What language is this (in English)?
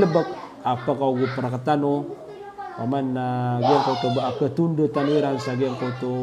Maranao